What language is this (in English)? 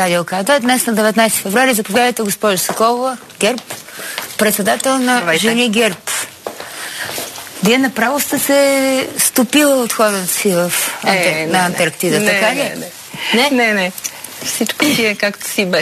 Bulgarian